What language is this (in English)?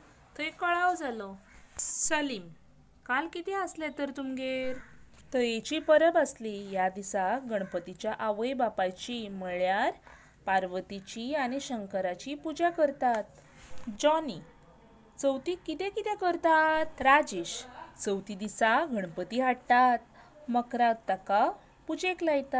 Konkani